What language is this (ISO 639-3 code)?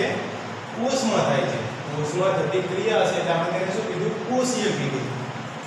guj